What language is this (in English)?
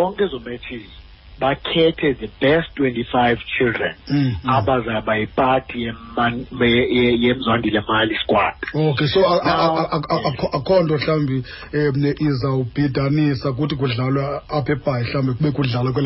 Xhosa